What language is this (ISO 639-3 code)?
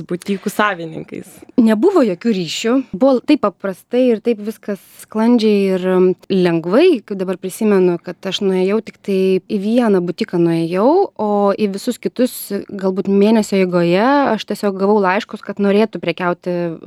lit